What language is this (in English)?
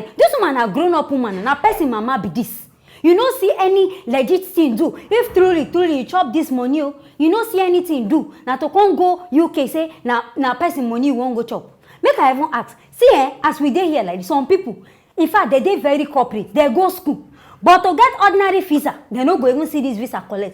Nigerian Pidgin